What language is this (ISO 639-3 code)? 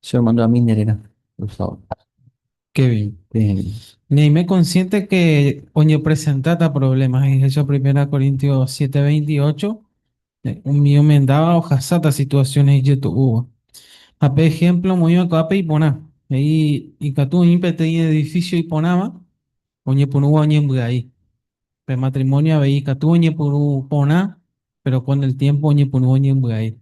grn